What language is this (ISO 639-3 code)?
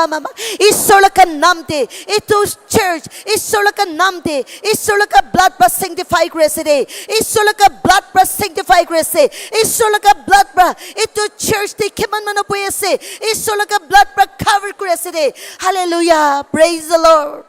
nag